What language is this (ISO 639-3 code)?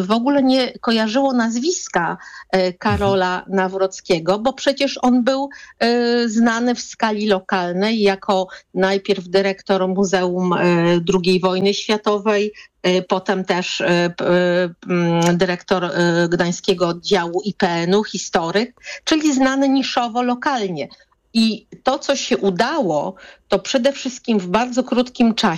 pol